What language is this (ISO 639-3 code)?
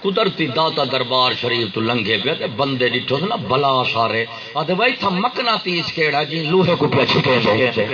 skr